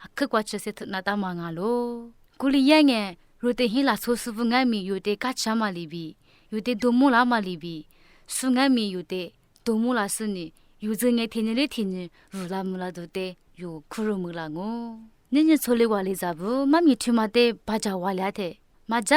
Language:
Lisu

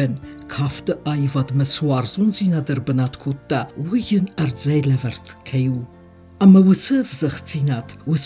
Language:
Ossetic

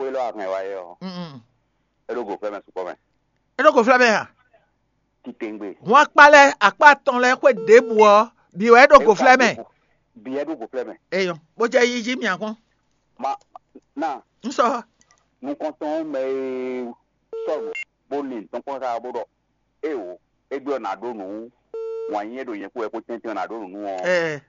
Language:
Fon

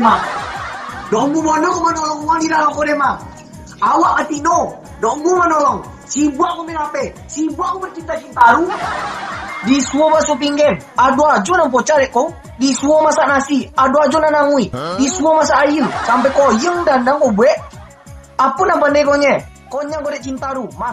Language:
Minangkabau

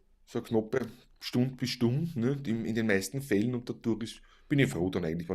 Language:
Bavarian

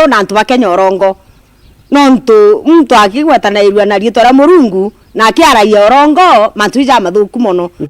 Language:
Meru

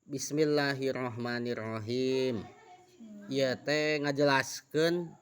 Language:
Sundanese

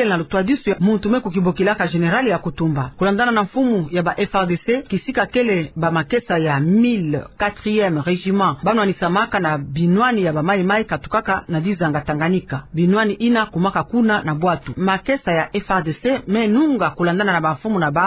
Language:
Kituba (Democratic Republic of Congo)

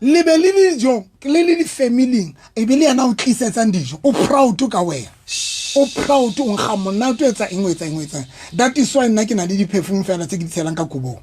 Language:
Southern Sotho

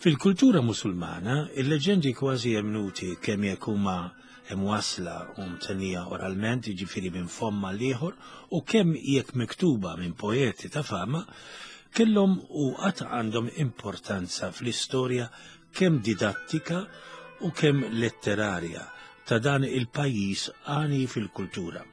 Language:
Maltese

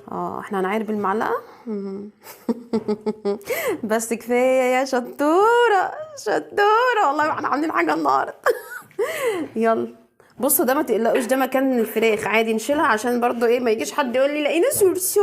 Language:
Egyptian Arabic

